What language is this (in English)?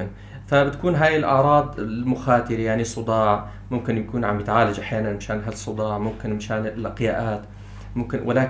North Levantine Arabic